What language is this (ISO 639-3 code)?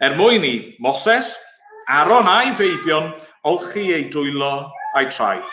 cym